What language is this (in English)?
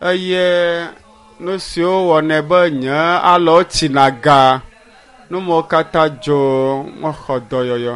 Ewe